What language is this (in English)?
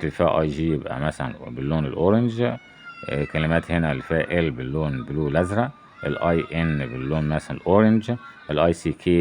Egyptian Arabic